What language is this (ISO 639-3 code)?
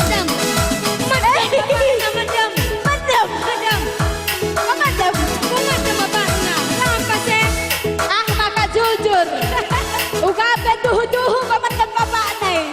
btx